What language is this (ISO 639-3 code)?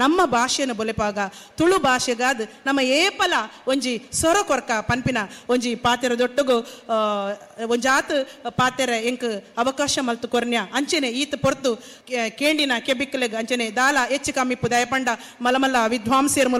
tcy